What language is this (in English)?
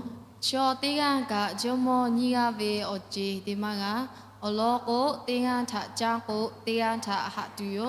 Lahu